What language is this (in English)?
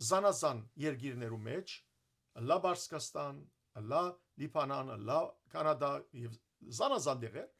Western Armenian